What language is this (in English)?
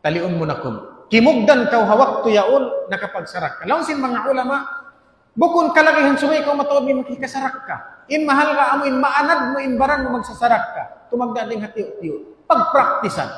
Tausug